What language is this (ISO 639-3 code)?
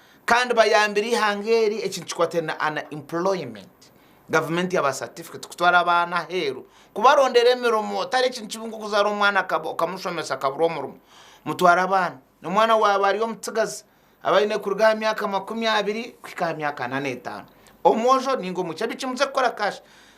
nyn